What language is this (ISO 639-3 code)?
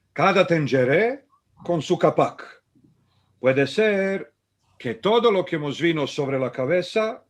lad